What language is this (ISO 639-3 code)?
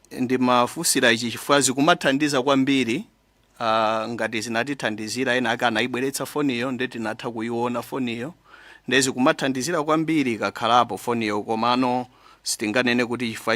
nya